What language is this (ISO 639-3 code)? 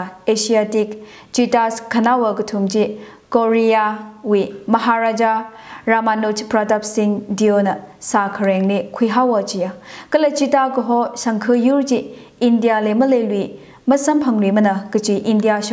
nmf